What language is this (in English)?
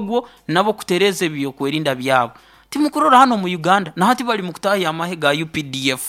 Nyoro